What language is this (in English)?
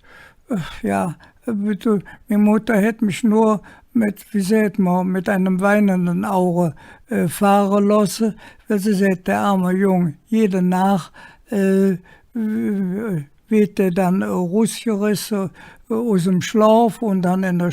Colognian